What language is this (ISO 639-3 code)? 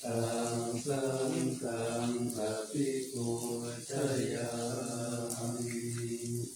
pli